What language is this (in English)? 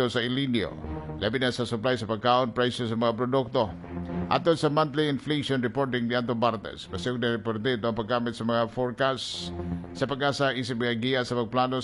Cebuano